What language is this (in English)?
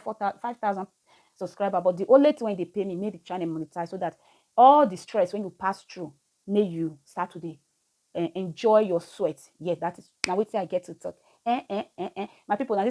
Nigerian Pidgin